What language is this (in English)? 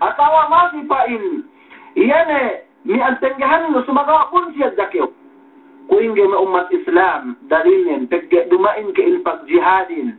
Yakan